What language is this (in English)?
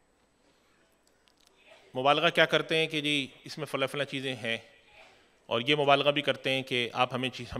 Urdu